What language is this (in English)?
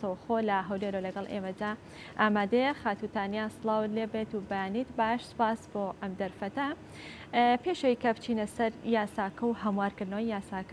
Central Kurdish